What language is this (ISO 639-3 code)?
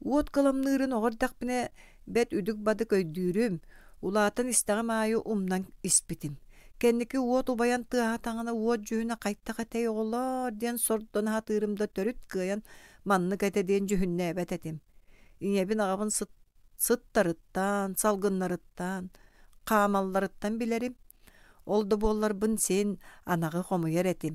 sah